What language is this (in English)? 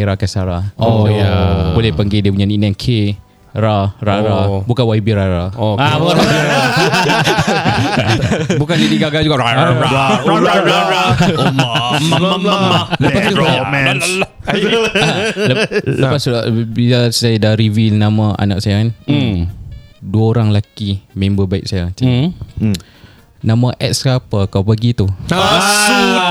Malay